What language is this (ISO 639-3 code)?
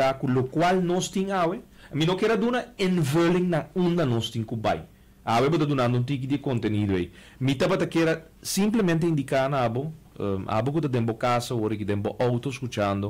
pap